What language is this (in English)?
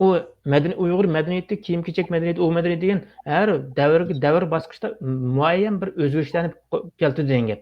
Uyghur